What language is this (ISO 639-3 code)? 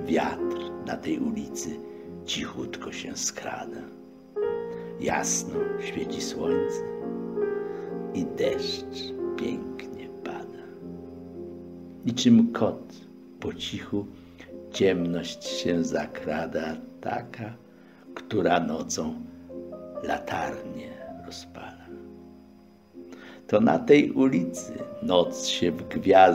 pol